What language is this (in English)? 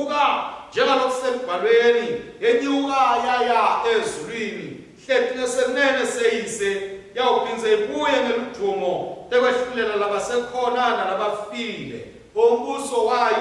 Swati